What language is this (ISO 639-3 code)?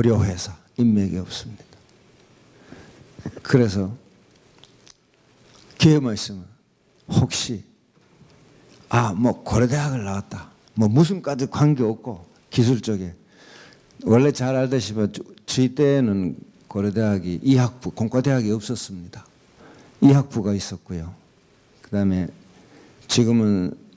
kor